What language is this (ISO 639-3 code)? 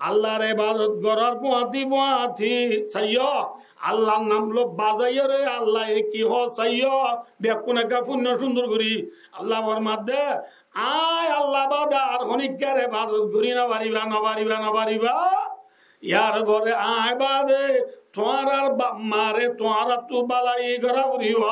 rhg